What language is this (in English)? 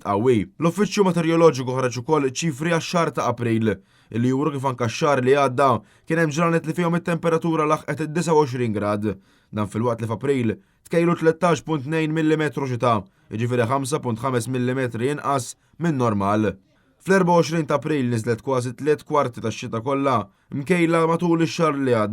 Maltese